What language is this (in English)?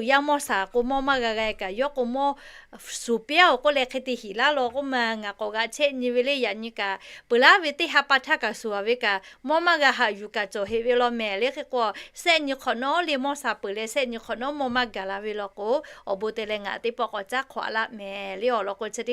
Lahu